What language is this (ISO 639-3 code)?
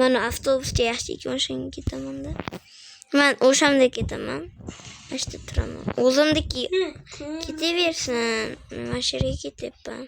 uzb